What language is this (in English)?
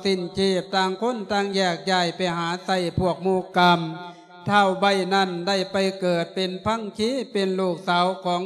Lao